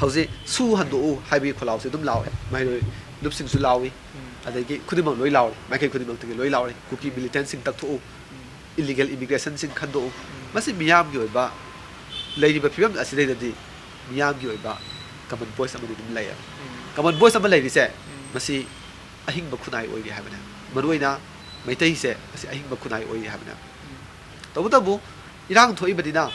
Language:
Manipuri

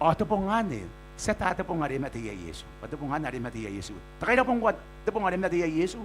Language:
Gilbertese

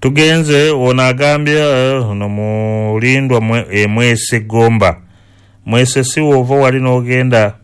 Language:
Ganda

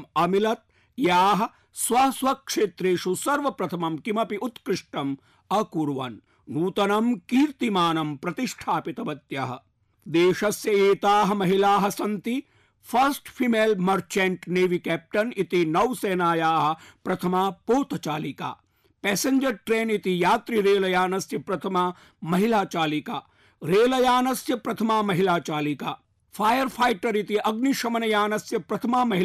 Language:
Sanskrit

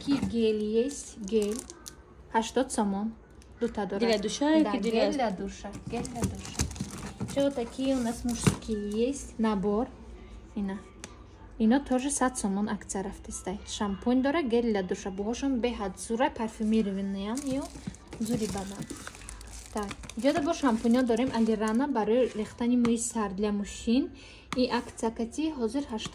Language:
Tajik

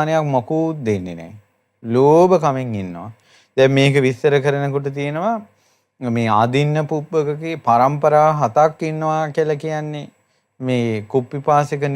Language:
Sinhala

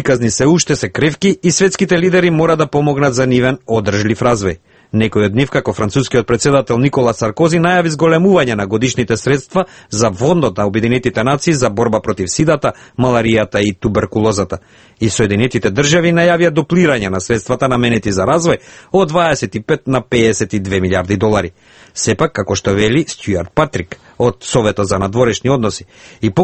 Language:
Macedonian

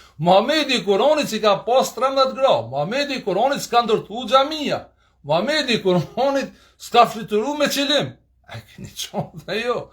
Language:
Albanian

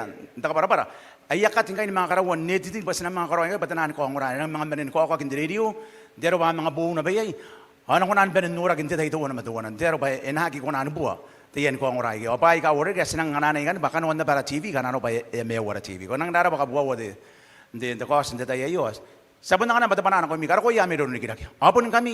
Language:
Gilbertese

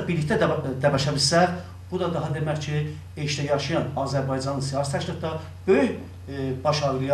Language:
South Azerbaijani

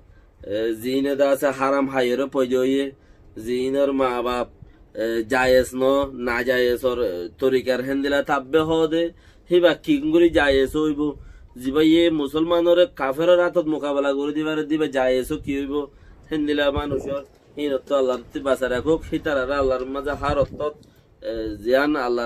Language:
Rohingya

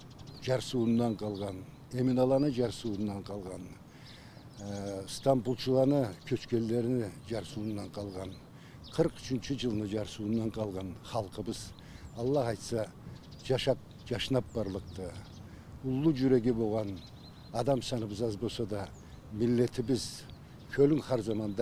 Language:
Karachay-Balkar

